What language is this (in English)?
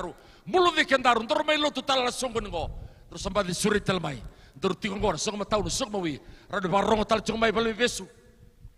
Fijian